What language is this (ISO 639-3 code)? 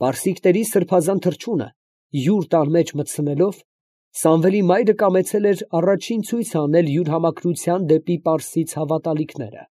hye